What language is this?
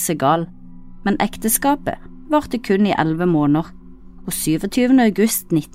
Norwegian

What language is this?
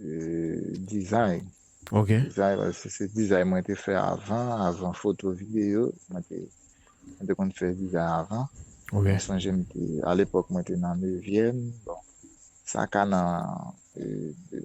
Haitian Creole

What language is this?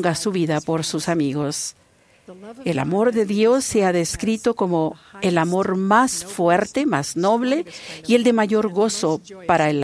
Spanish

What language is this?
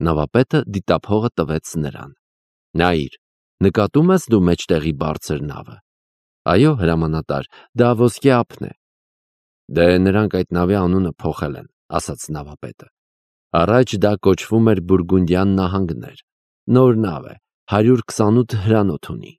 Armenian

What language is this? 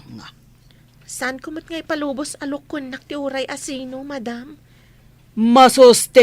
Iloko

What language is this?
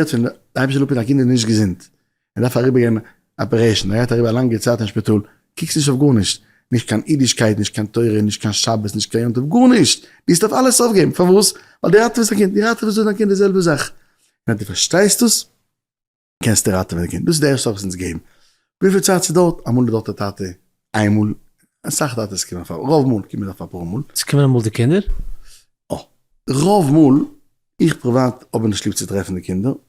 Yiddish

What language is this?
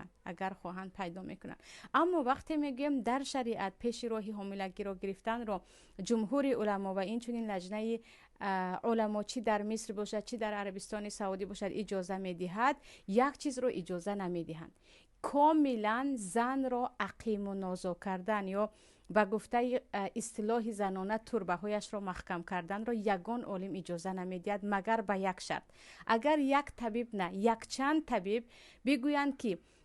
Tajik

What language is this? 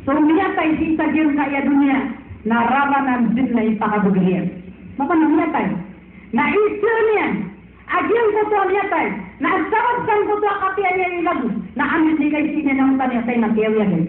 Maranao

